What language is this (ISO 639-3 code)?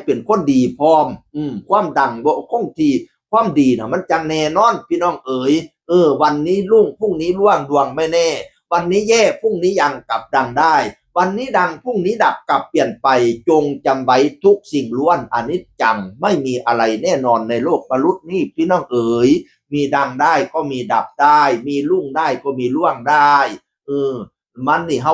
tts